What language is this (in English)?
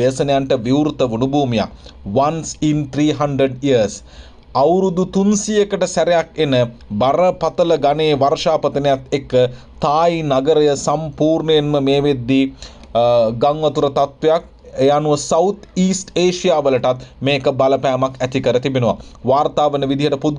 Sinhala